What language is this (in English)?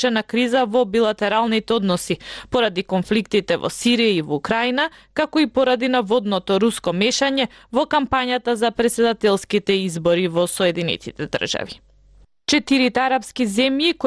Macedonian